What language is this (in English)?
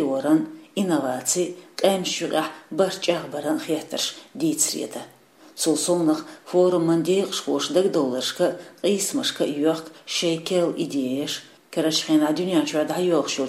Chechen